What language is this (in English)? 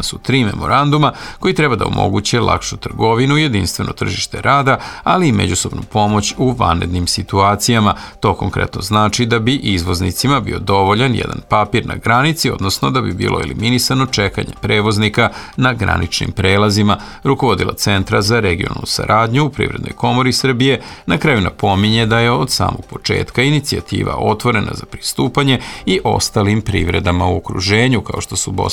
Serbian